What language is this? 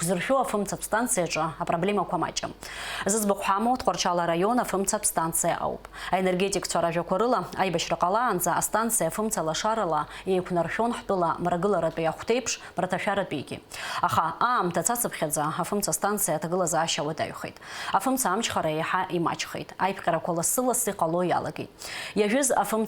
Abkhazian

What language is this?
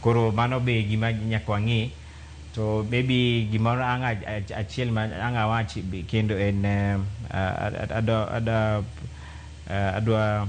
Luo (Kenya and Tanzania)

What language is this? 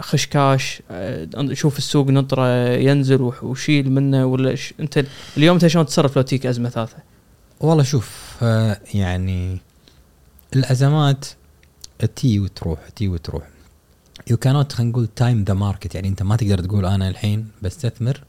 Gulf Arabic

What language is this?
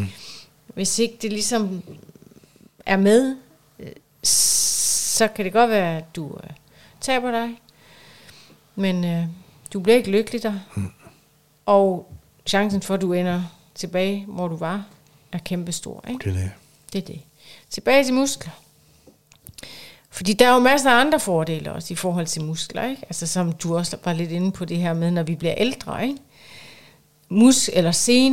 Danish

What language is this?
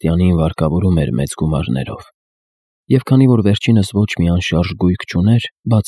Armenian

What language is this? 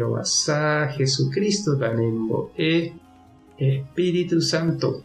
Guarani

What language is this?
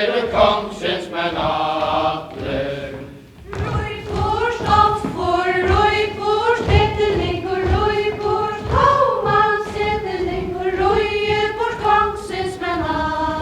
Faroese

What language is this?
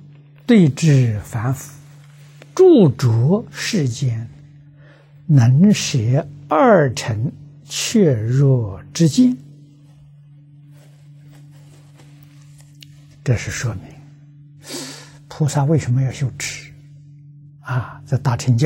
Chinese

